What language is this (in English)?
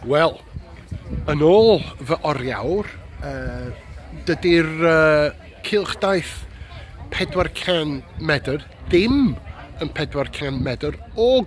Welsh